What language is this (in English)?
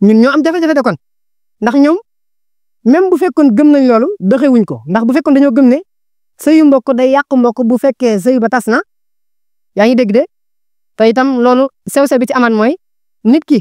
Wolof